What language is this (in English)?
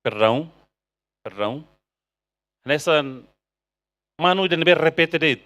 Tetum